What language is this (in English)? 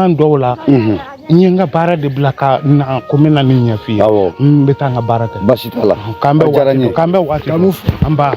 Bambara